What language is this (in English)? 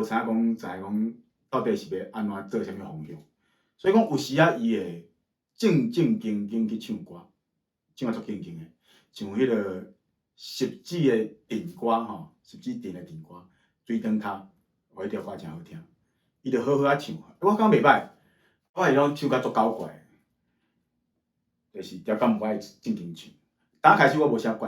Min Nan Chinese